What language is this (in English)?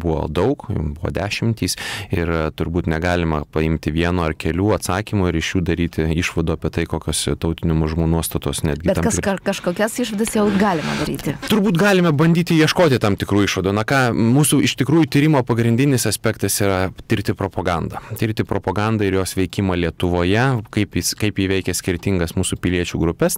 Lithuanian